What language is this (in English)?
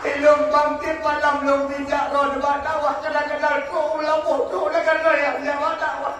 Achinese